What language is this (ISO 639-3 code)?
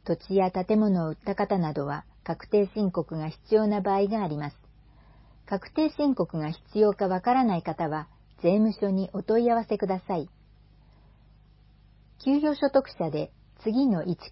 jpn